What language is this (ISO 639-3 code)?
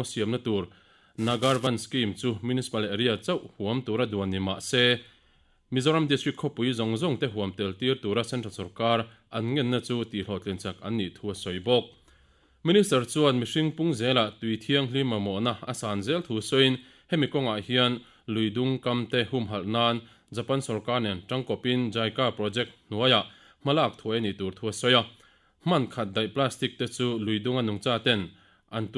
lus